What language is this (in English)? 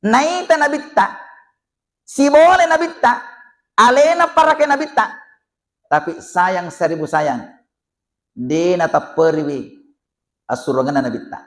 Buginese